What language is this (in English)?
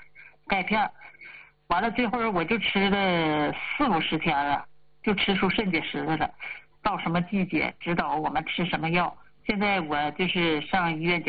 Chinese